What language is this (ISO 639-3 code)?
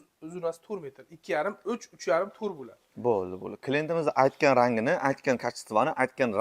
uzb